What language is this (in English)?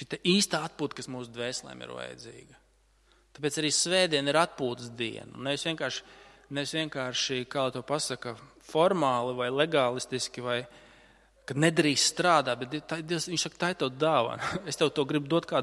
Latvian